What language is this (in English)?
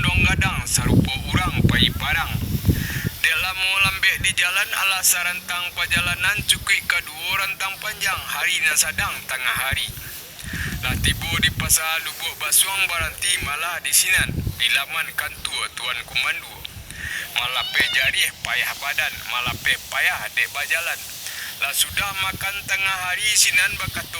Minangkabau